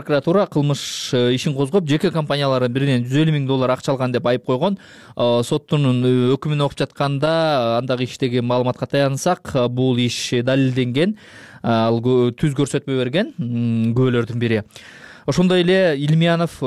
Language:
Kyrgyz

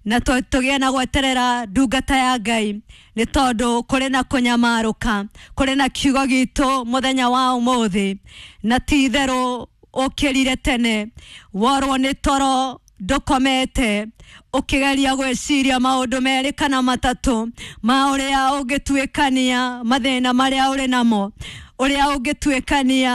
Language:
Kikuyu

